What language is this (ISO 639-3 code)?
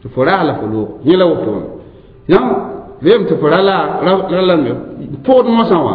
mos